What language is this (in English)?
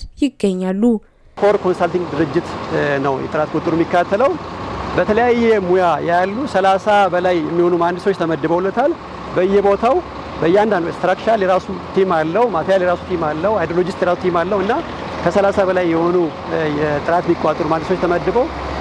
Amharic